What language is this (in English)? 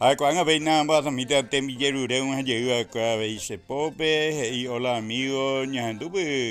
Guarani